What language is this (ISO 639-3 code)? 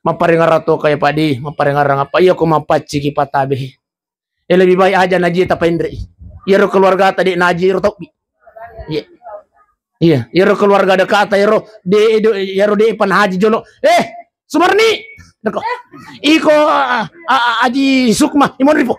bug